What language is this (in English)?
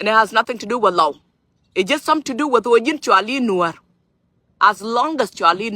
Nuer